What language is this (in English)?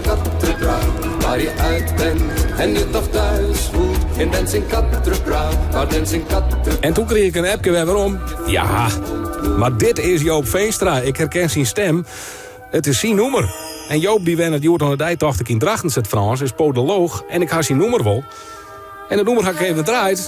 Western Frisian